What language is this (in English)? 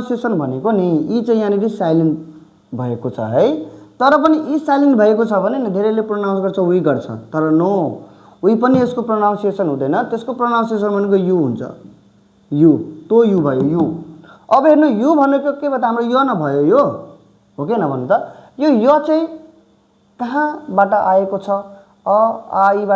Nepali